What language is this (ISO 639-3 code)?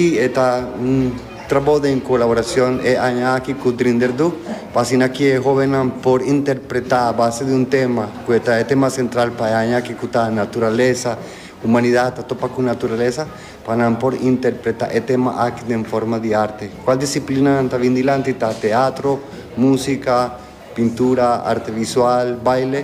pap